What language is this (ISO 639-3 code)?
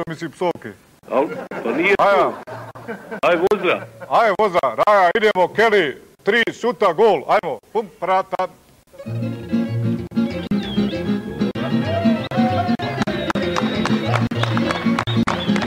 hrv